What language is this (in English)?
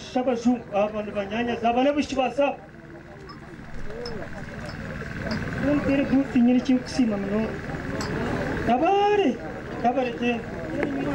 Kinyarwanda